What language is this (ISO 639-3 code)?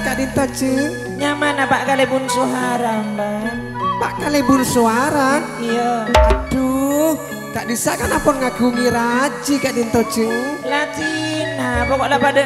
mad